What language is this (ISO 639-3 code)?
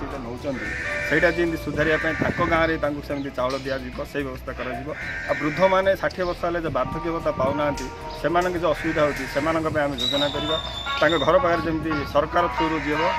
ori